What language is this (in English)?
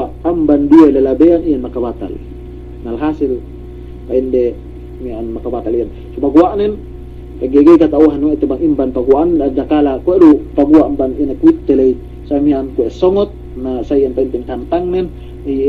Yakan